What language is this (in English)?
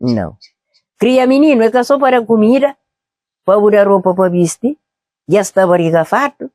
Kabuverdianu